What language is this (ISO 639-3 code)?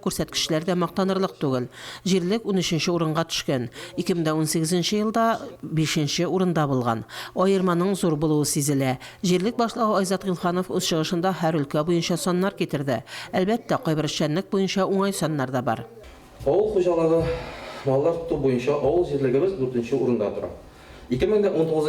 tat